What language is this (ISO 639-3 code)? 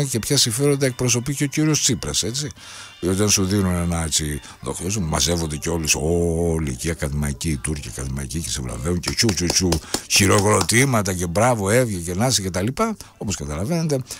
ell